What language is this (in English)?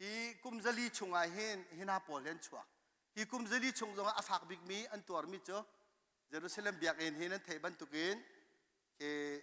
Hakha Chin